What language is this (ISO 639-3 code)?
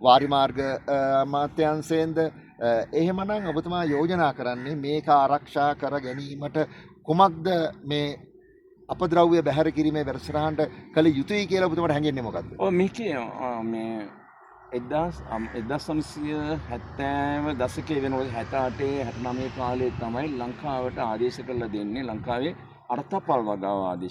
sin